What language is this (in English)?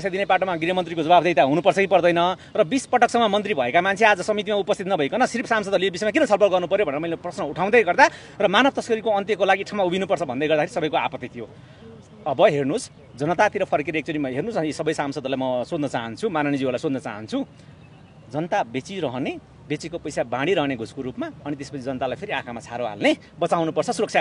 Nepali